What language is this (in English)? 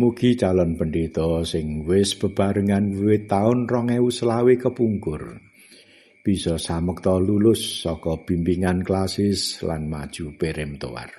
Javanese